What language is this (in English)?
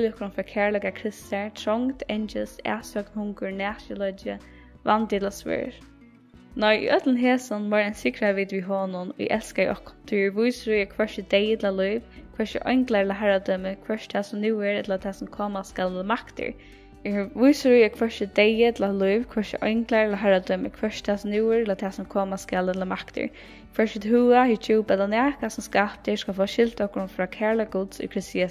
Faroese